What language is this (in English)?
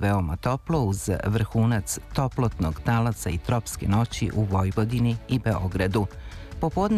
Serbian